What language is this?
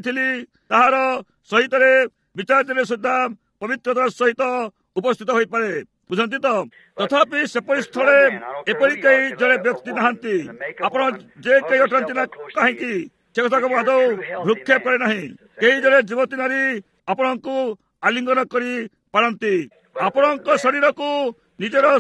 Odia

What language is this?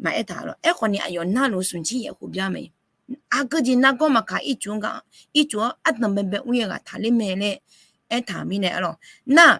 Akha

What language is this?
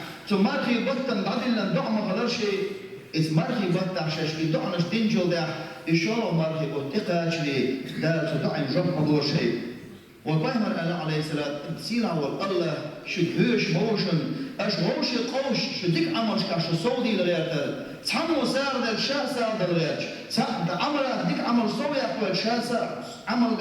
Chechen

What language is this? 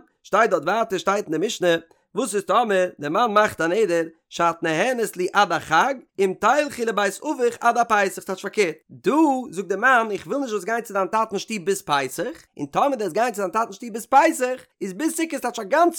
Yiddish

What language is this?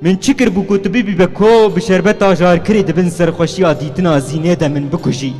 Kurdish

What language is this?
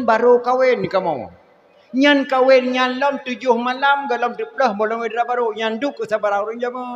Achinese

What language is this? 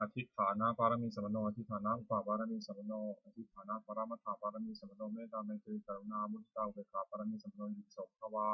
Pali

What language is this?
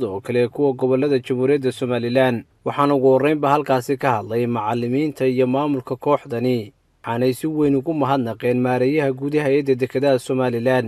Somali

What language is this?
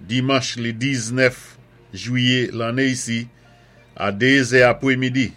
Saint Lucian Creole French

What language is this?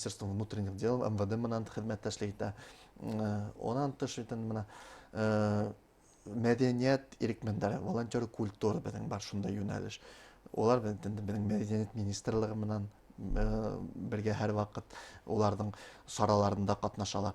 Bashkir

